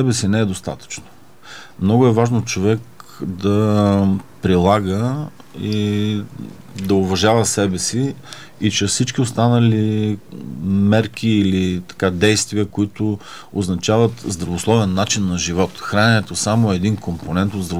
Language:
Bulgarian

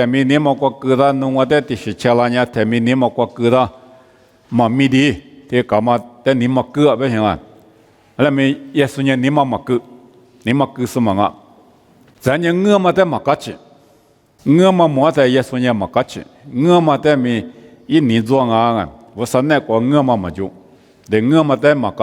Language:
Lisu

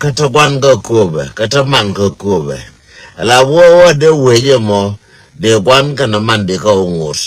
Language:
Nuer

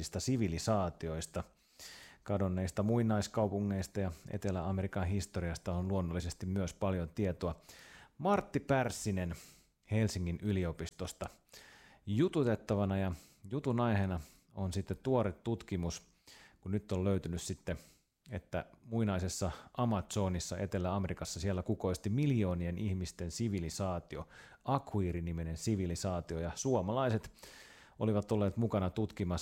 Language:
Finnish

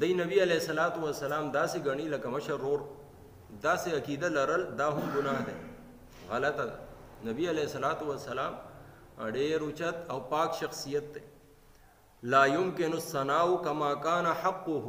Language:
Pashto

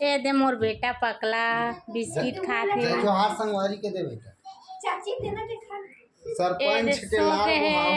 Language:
Chhattisgarhi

